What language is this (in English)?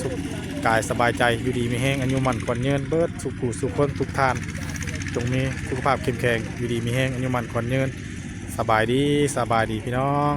Northeastern Thai